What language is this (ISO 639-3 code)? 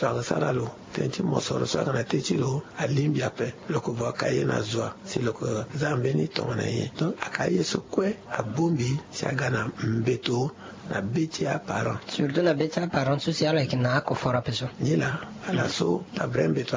sag